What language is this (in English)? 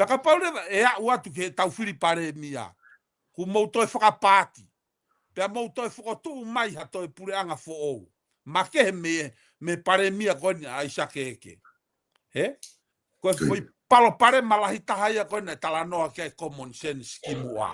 Tongan